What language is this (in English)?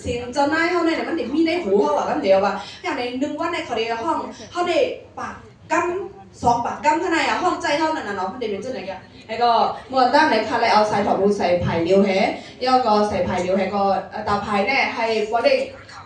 Shan